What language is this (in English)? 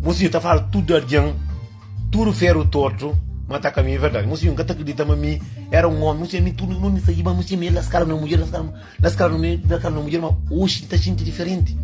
Kabuverdianu